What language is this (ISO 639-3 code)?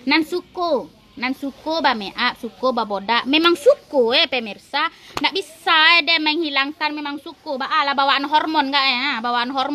min